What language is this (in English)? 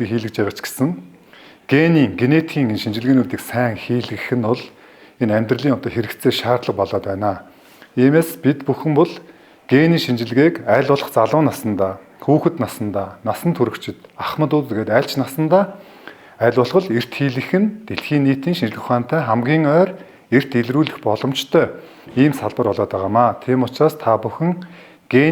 Mongolian